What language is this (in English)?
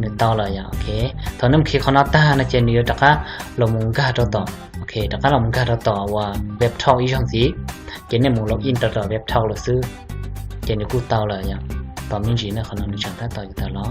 Hmong